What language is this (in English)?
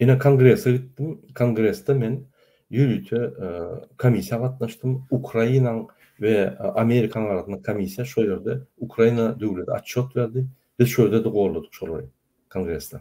Turkmen